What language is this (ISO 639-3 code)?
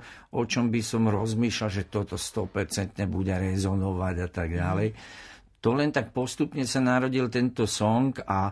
slk